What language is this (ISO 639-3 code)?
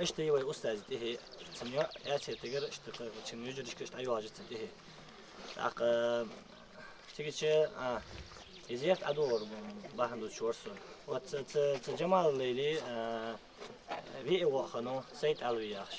inh